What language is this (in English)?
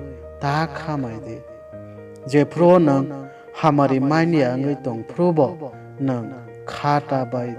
Kok Borok